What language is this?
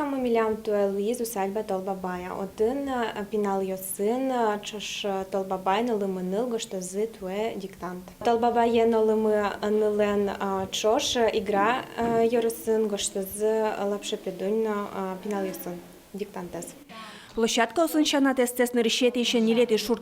Udmurt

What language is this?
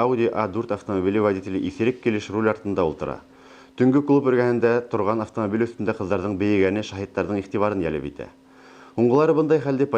Bashkir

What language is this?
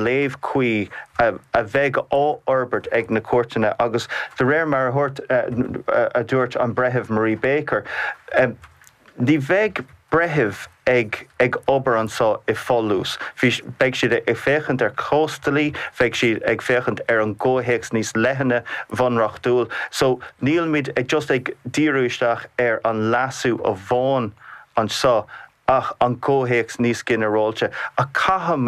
Irish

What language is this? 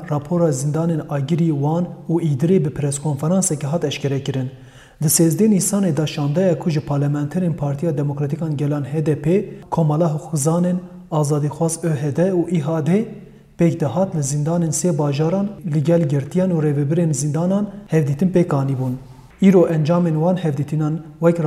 Kurdish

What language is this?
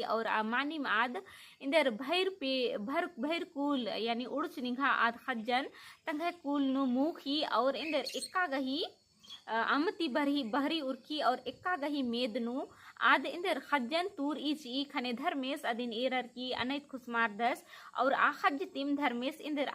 Kurukh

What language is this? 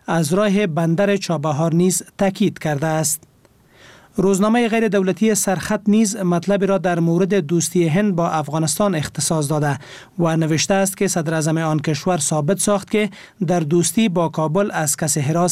Persian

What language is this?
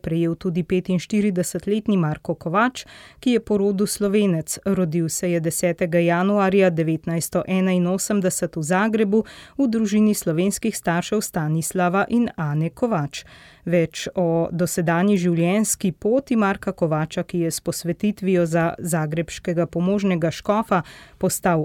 Slovenian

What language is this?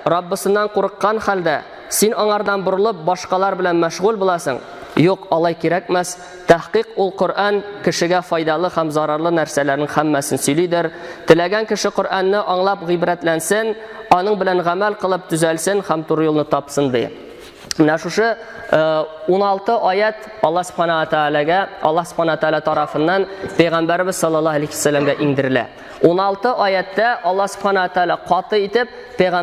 Tatar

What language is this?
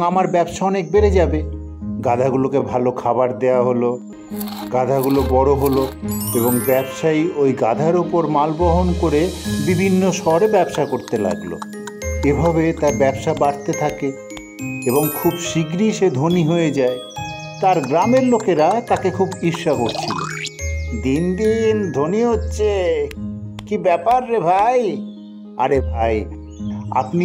Bangla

